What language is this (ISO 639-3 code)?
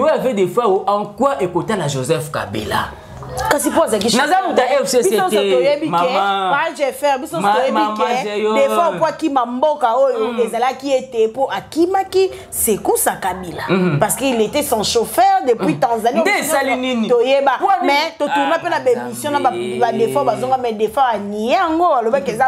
lin